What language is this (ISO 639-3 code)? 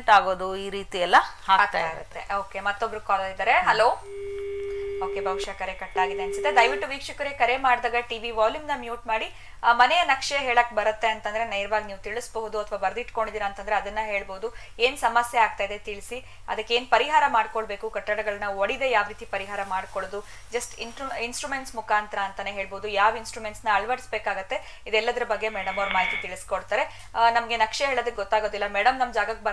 kan